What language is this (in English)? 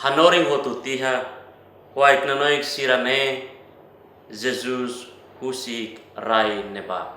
Tetum